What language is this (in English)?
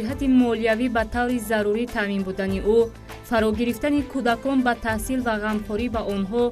Tajik